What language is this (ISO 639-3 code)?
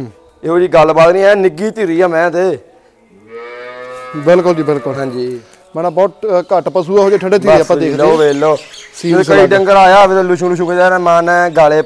pan